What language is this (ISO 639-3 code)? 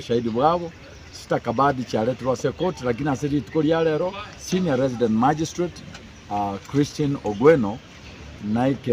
guz